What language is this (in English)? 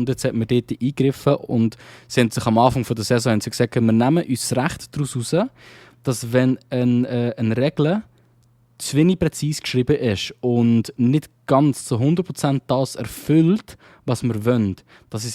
Swiss German